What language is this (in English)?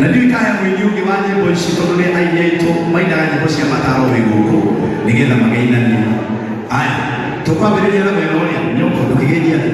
Kikuyu